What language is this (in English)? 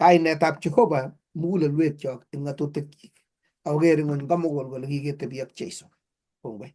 Kalenjin